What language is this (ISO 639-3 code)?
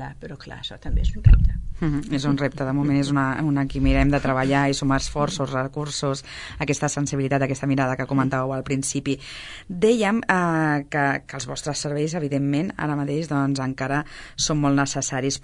cat